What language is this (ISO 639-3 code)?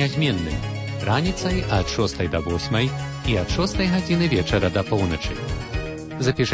bel